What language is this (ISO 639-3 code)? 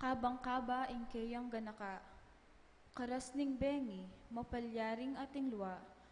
pam